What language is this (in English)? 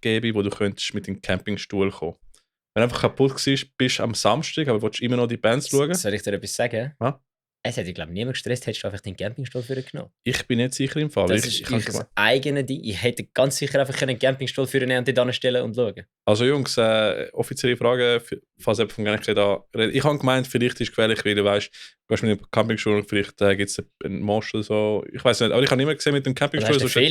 Swiss German